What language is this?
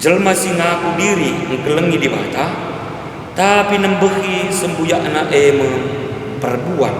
Batak Karo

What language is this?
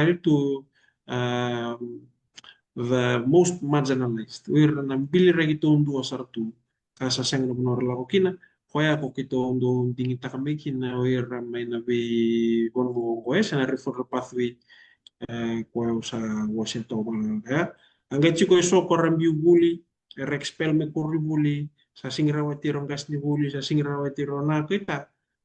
Fijian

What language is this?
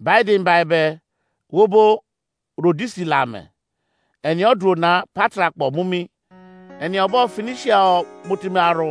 Izon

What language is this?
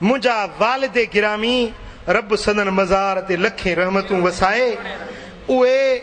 Sindhi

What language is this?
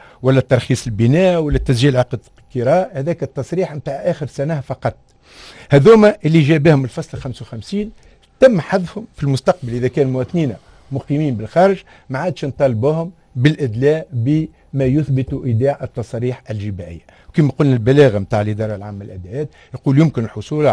Tunisian Arabic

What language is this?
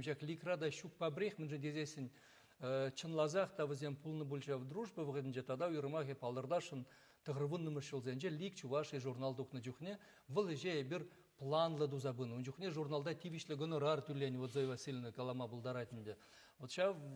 Chuvash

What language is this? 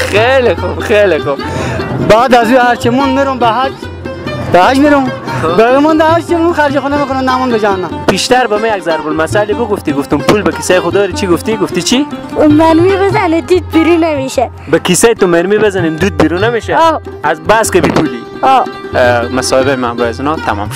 Persian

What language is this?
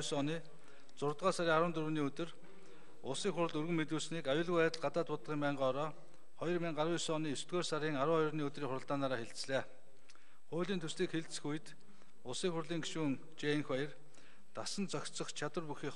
Mongolian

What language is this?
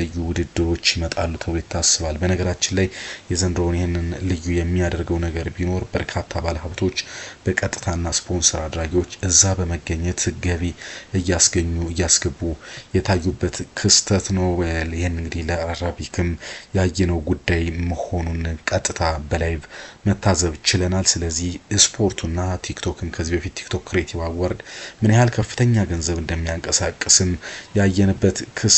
Amharic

